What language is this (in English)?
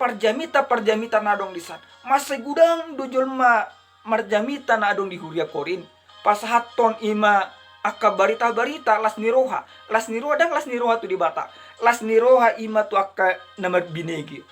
Batak Toba